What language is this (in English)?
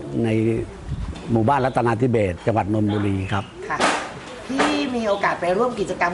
Thai